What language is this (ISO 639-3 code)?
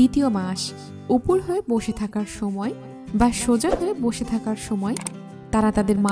ben